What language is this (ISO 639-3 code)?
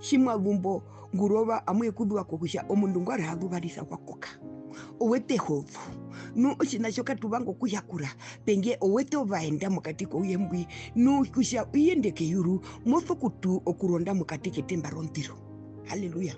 her